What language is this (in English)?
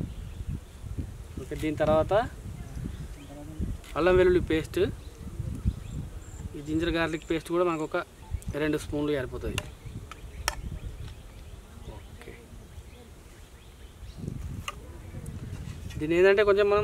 Telugu